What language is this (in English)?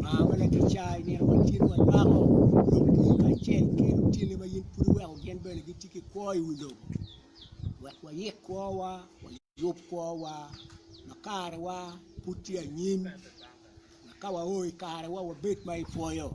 Acoli